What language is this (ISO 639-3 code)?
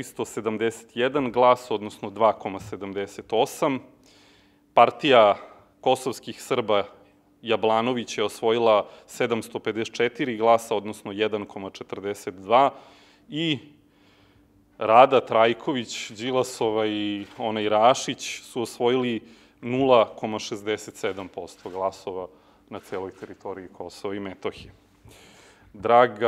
srp